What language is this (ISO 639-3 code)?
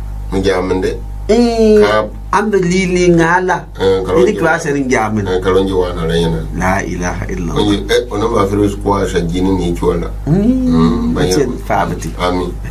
gux